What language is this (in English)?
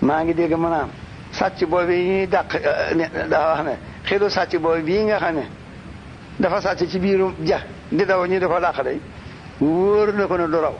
Wolof